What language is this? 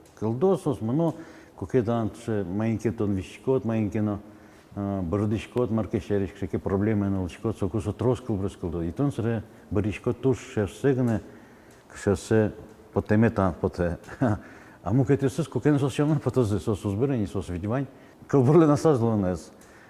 Udmurt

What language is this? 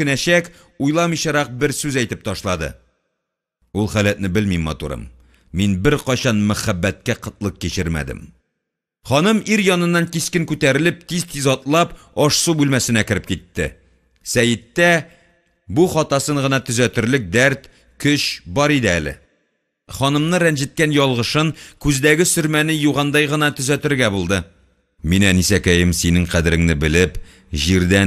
Tatar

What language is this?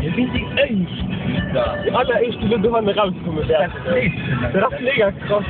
Luxembourgish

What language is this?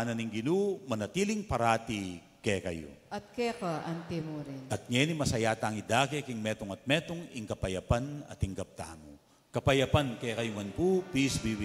Pampanga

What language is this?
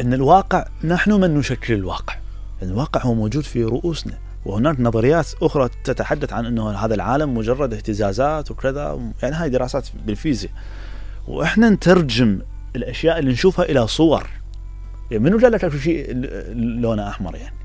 Mesopotamian Arabic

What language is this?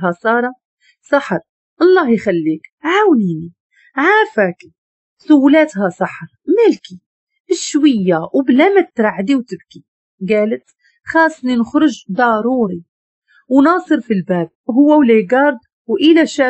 Moroccan Arabic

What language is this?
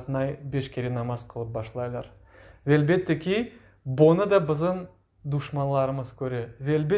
Crimean Tatar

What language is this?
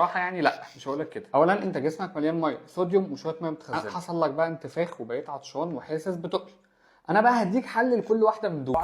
Egyptian Arabic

